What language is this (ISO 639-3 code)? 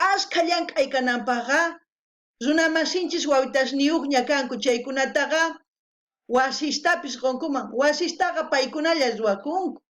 quh